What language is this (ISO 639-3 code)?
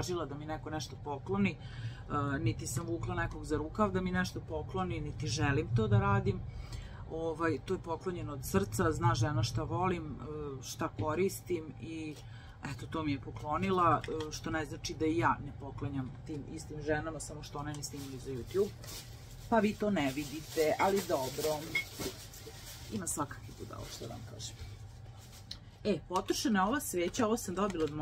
srp